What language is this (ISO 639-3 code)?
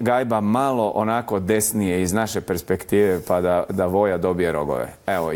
bos